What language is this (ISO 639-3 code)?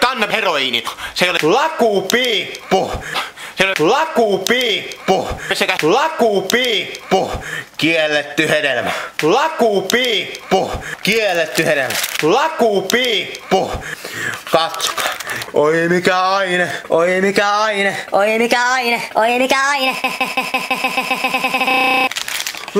fin